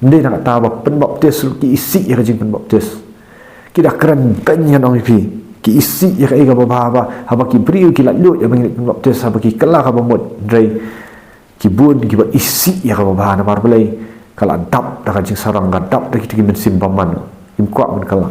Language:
Khasi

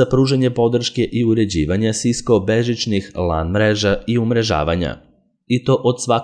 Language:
Serbian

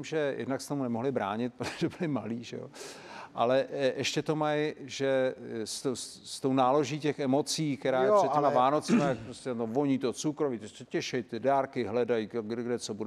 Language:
Czech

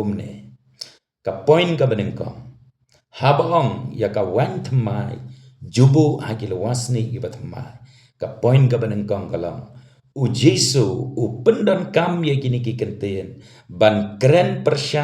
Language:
Khasi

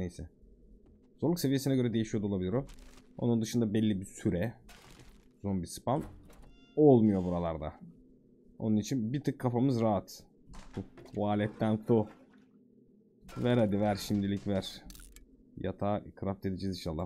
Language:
Turkish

